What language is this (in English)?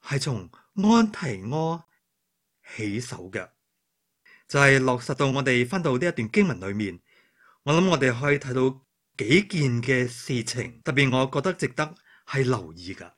Cantonese